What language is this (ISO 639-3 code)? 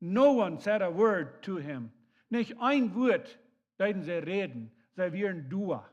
pdt